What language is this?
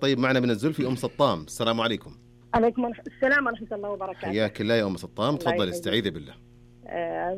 Najdi Arabic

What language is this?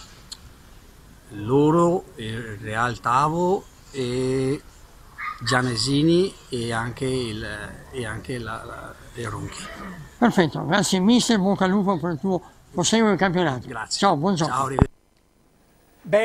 Italian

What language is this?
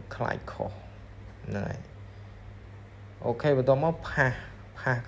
Khmer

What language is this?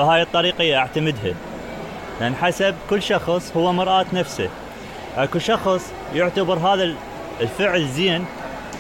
Mesopotamian Arabic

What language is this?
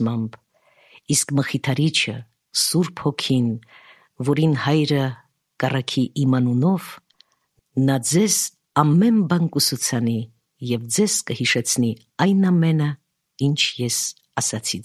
Armenian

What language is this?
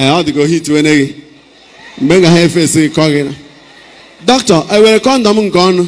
Igbo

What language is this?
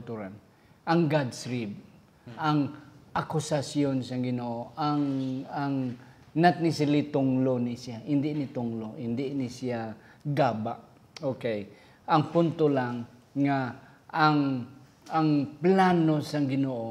Hiligaynon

